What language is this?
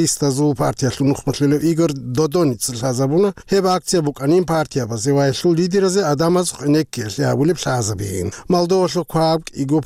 Avaric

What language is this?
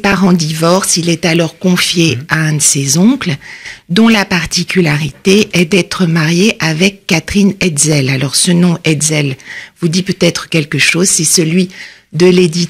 French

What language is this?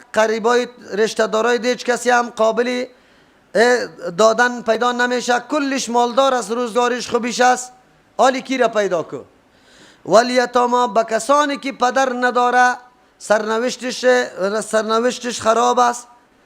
Persian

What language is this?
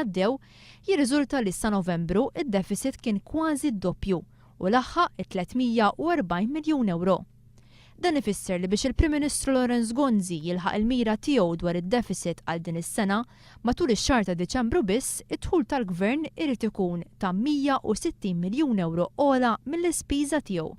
Maltese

